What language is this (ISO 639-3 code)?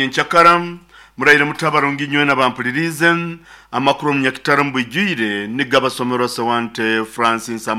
nyo